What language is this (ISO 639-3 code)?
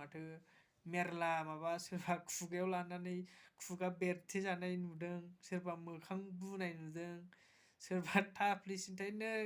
brx